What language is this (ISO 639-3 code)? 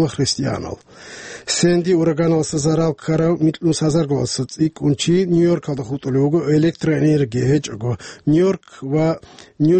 ava